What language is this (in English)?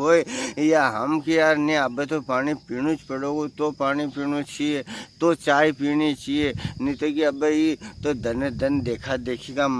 Rajasthani